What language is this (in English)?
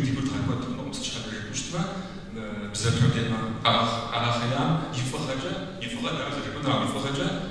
Kabardian